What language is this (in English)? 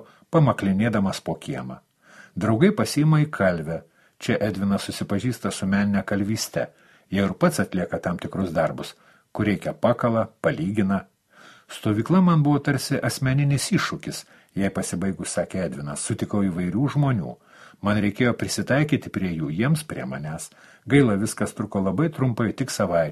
Lithuanian